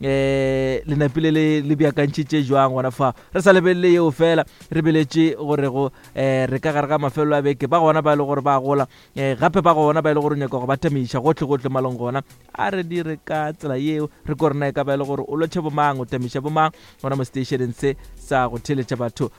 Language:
Northern Sotho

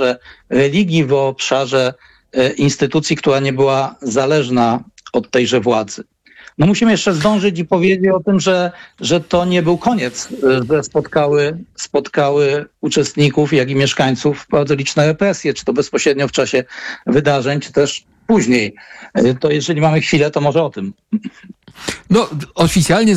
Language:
Polish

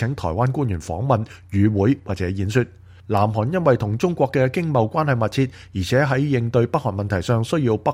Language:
Cantonese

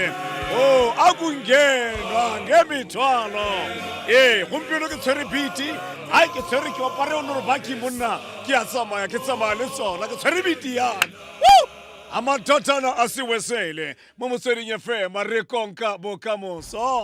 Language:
Tswana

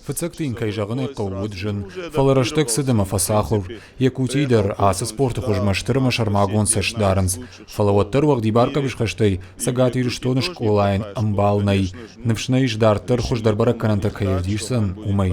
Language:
Ossetic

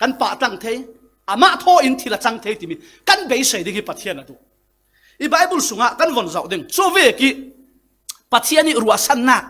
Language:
Falam Chin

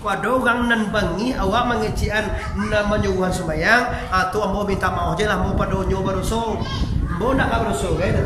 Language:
Minangkabau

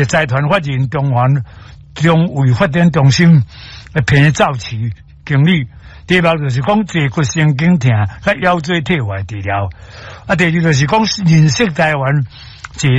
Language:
Min Nan Chinese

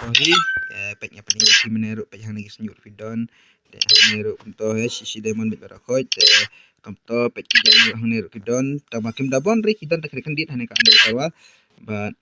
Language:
Khasi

